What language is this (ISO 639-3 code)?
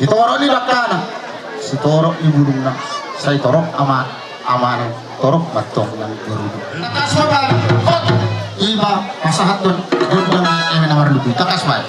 bbc